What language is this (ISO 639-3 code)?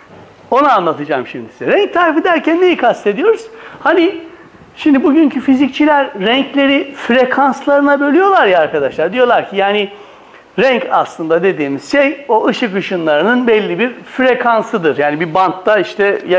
tur